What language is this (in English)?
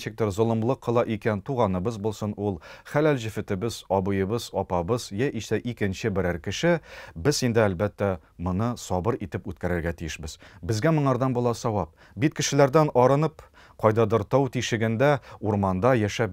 Tatar